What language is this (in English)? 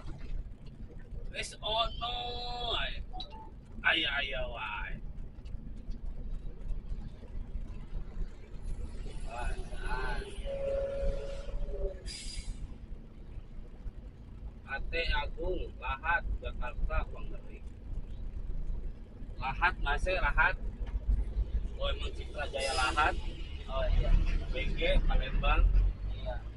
Indonesian